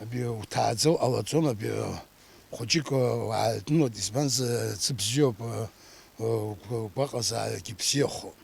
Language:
Abkhazian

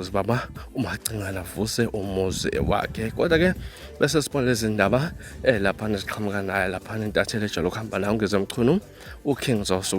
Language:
Zulu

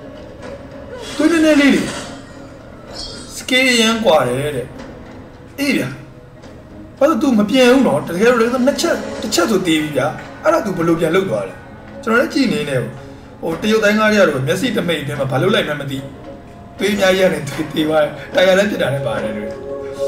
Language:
Burmese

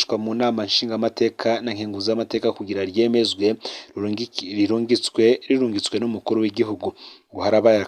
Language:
Rundi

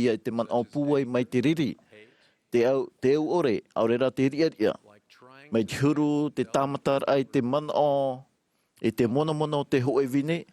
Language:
Tahitian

